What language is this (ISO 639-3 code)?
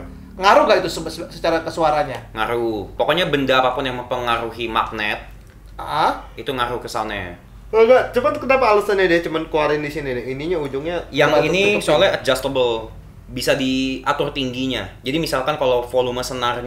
ind